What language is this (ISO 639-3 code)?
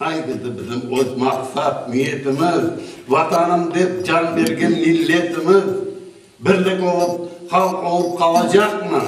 crh